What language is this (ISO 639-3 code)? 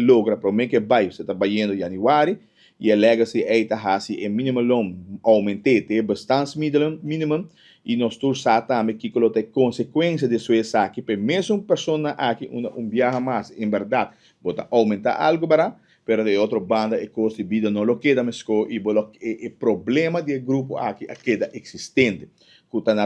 pap